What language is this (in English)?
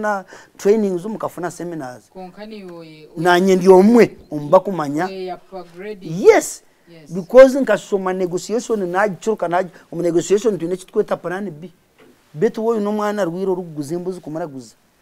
Nyankole